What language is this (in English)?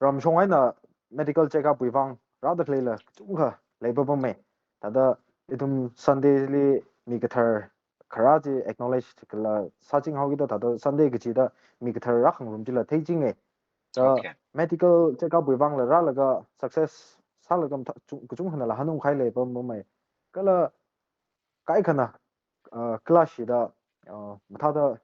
Tangkhul Naga (India)